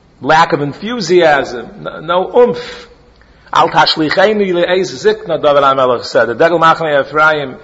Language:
English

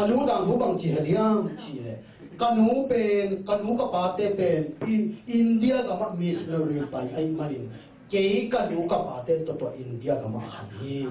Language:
Tedim Chin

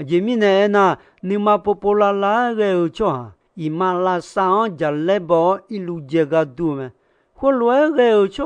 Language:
Akha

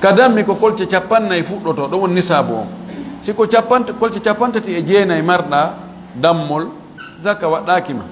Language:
Fula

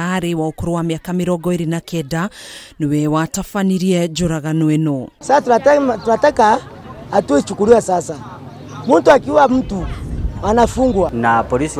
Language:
Kikuyu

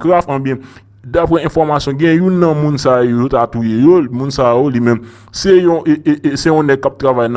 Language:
Haitian Creole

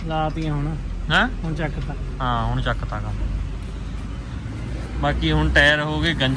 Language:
Punjabi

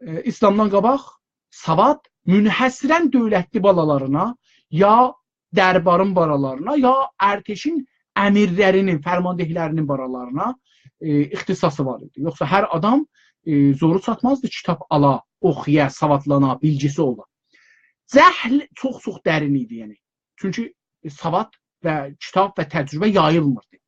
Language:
South Azerbaijani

